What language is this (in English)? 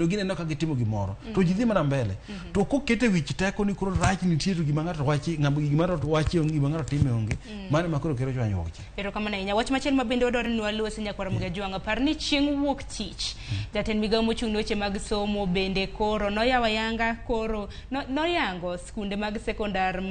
Luo (Kenya and Tanzania)